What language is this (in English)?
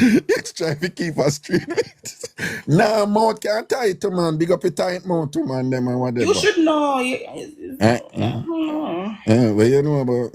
Jamaican Creole English